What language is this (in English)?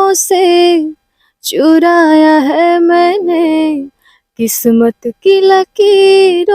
Bhojpuri